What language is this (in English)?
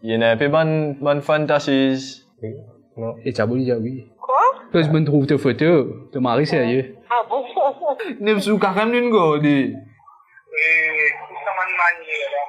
Morisyen